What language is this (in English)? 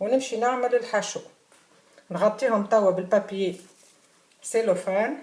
Tunisian Arabic